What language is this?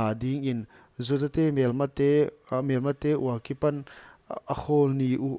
Paite Chin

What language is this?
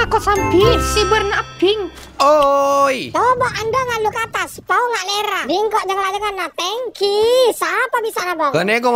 Madurese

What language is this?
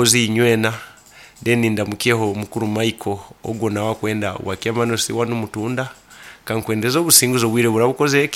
Nyoro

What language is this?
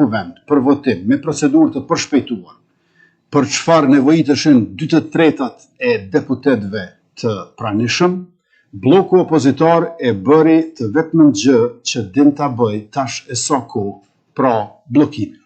Albanian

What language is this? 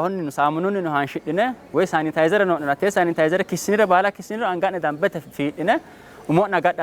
Sidamo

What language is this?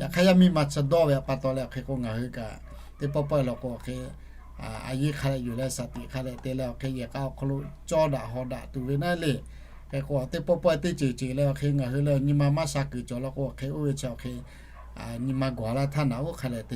Lahu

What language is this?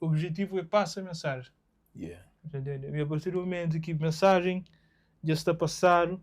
Kabuverdianu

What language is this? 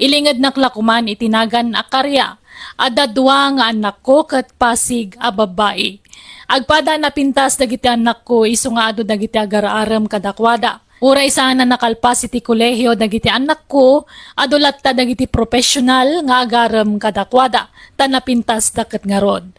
Iloko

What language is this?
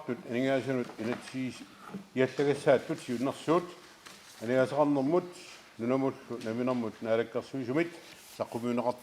Kalaallisut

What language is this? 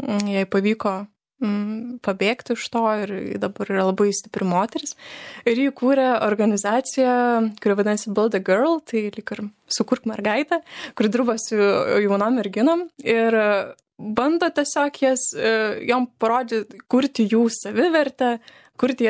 Lithuanian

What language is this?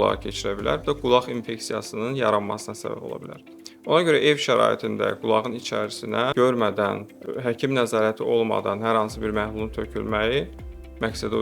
Azerbaijani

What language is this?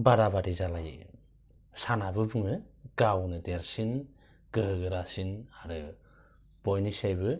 Bodo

